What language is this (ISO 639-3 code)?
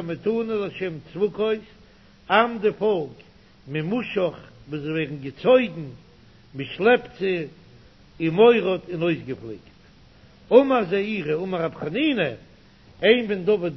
yid